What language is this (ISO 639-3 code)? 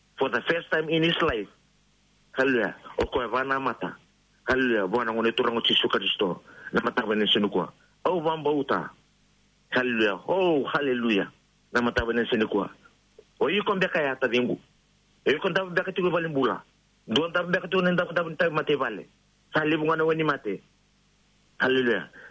fij